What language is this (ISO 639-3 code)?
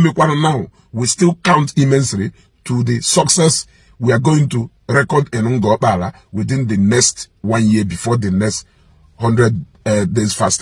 ibo